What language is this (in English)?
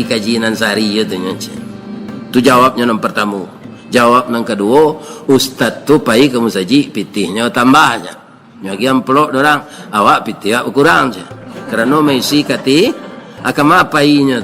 Minangkabau